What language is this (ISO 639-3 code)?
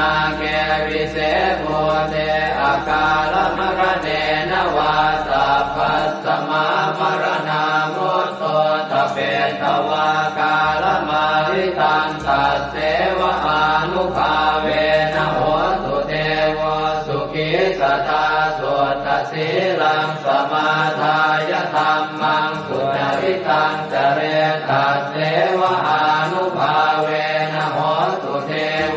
pli